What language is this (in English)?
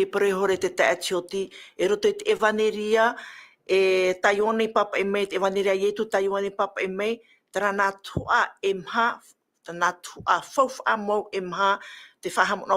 Tahitian